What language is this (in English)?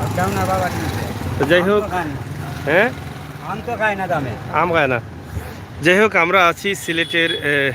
Sylheti